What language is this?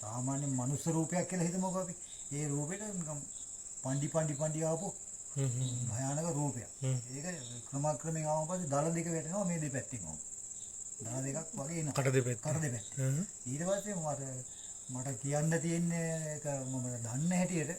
Sinhala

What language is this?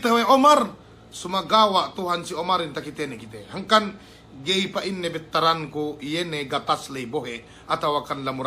Yakan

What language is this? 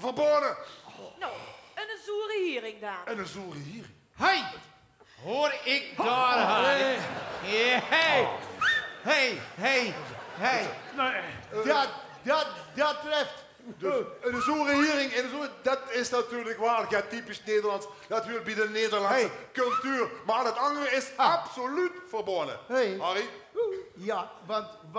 Limburgish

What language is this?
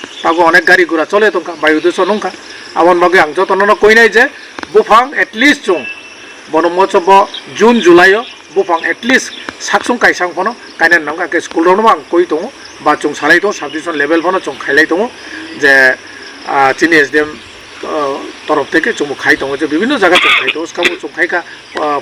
Kok Borok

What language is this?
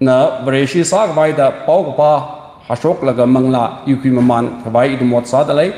Tangkhul Naga (India)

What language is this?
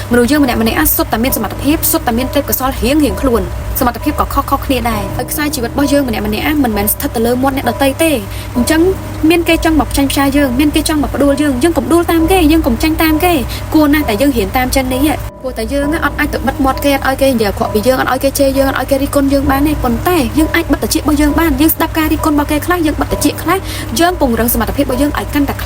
Khmer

